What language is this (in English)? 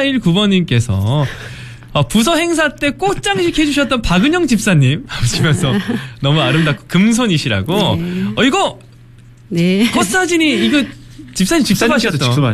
Korean